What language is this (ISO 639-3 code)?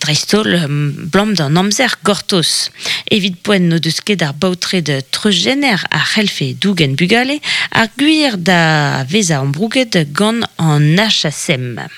bre